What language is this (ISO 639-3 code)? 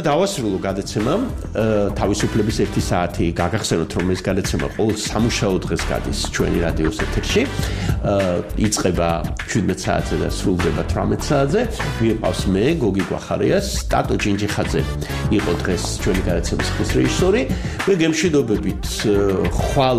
kat